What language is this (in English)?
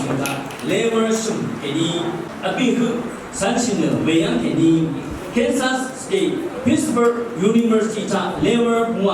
Rawang